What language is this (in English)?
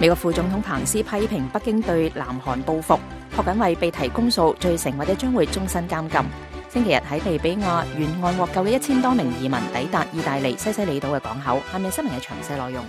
Cantonese